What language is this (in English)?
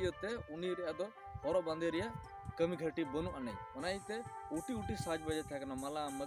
Santali